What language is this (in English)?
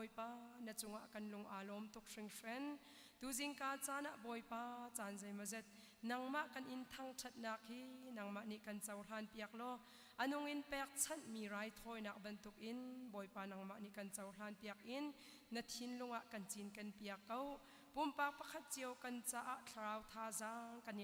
Hakha Chin